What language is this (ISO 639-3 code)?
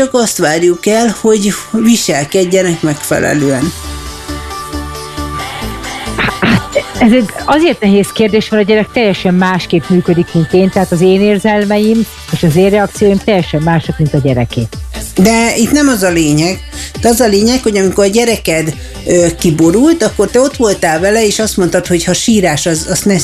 hun